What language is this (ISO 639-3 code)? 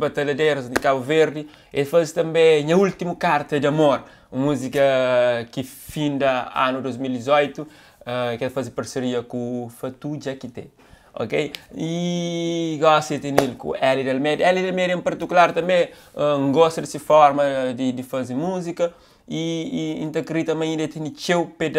kea